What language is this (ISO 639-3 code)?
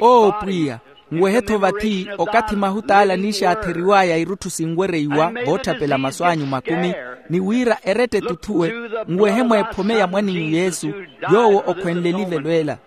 vmw